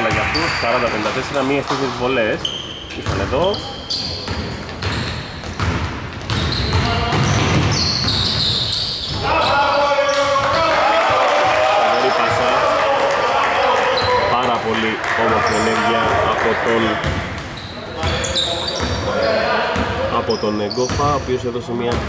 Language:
Greek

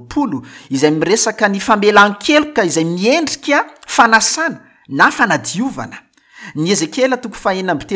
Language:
Malagasy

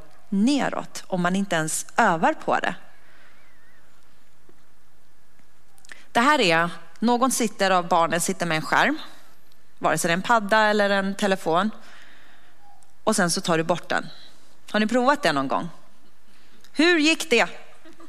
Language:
Swedish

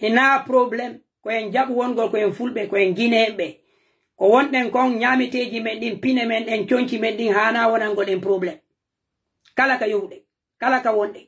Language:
Pular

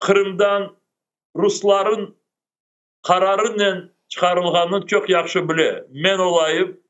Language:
Crimean Tatar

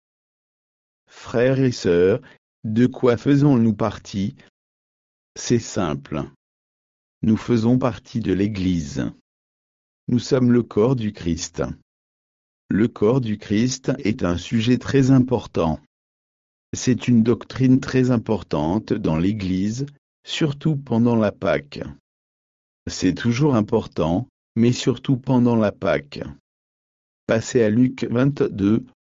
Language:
French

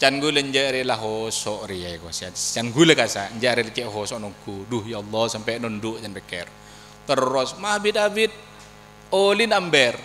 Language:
Madurese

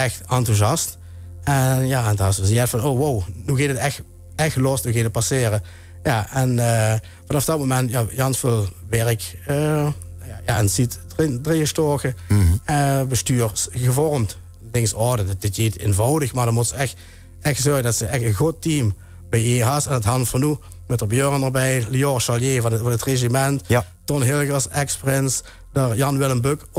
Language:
Limburgish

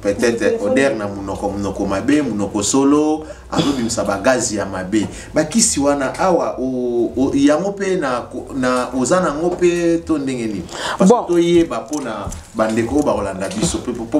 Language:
Lingala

